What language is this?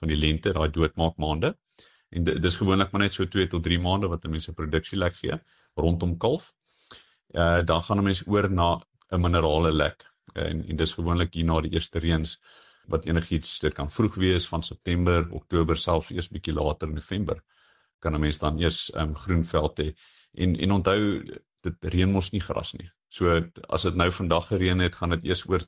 Afrikaans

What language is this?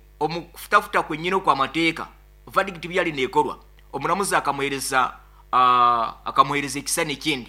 Nyoro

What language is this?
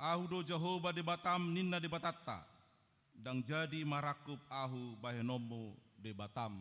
Batak Toba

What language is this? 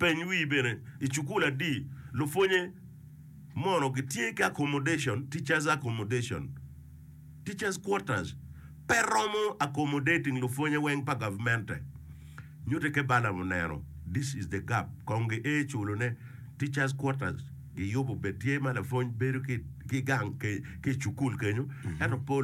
Acoli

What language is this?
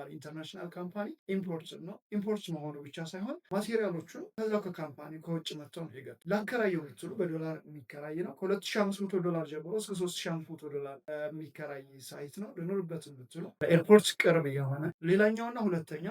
Amharic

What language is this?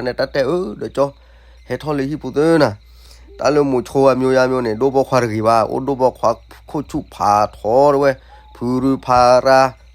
S'gaw Karen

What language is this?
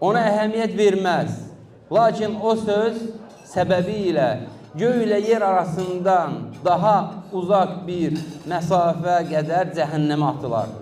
Azerbaijani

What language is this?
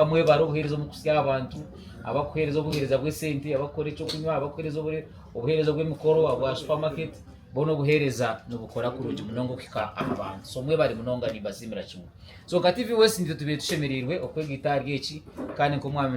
Nyankole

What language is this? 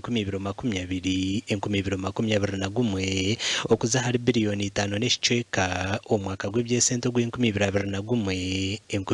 Nyankole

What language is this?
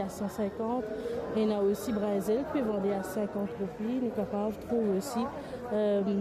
Morisyen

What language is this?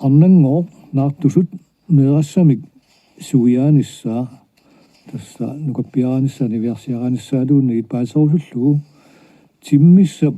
Kalaallisut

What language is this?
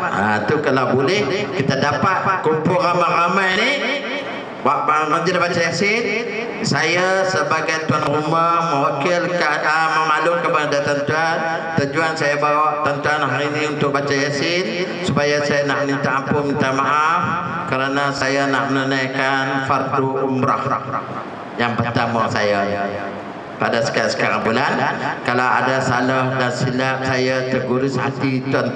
Malay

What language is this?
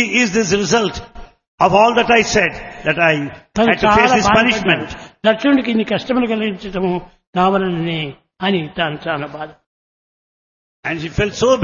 Telugu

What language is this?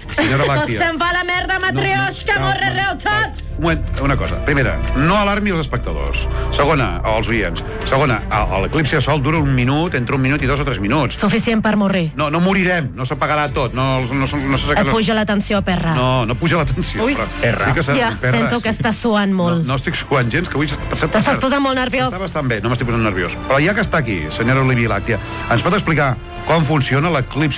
Catalan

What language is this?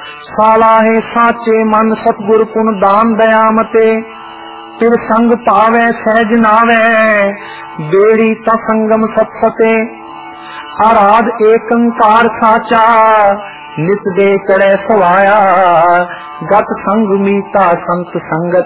Punjabi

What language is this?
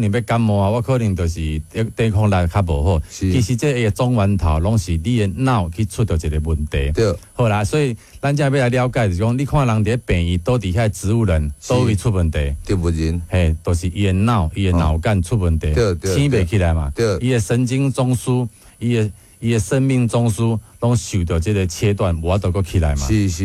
Min Nan Chinese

